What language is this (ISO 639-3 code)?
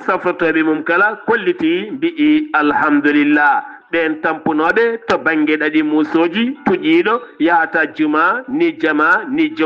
ful